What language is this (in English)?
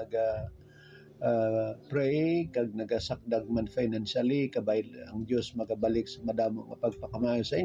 Hiligaynon